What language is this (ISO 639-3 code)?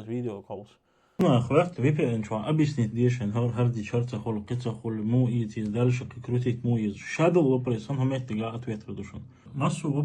che